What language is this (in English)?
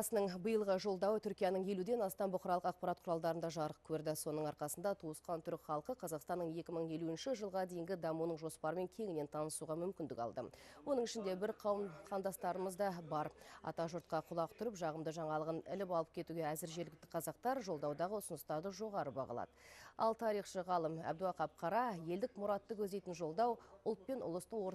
Kazakh